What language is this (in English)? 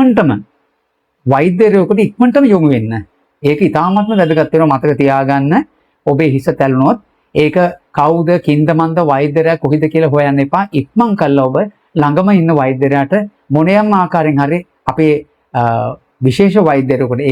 Sinhala